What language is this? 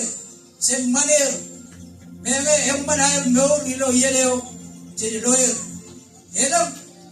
Marshallese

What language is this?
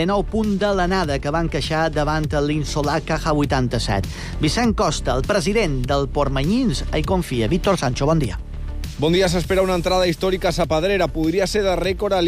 Catalan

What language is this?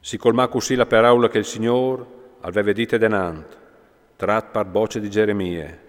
Friulian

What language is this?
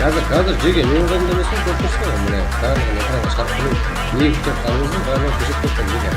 Kara-Kalpak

